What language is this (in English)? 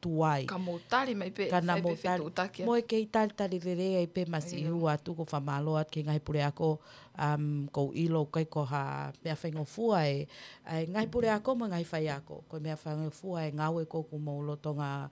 Tongan